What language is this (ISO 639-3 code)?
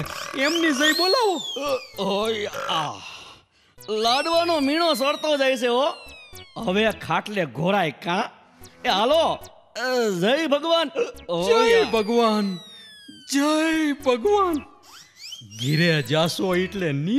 guj